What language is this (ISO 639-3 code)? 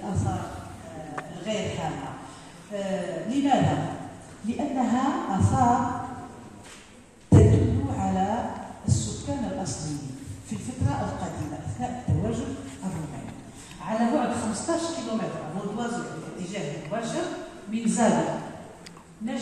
ara